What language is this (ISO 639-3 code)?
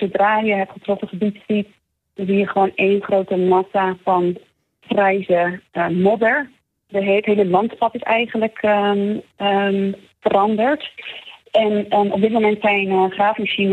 nld